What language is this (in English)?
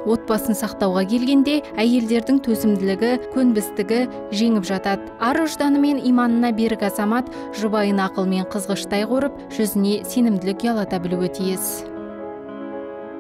Kazakh